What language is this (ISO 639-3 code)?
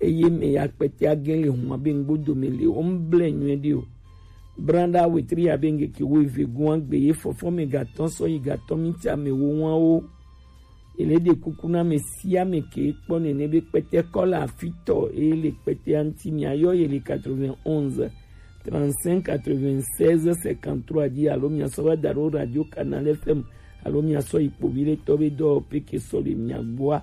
gej